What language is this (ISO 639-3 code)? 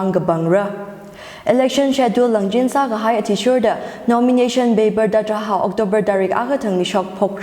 nmf